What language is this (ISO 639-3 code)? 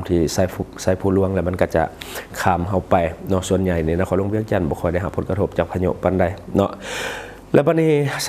lao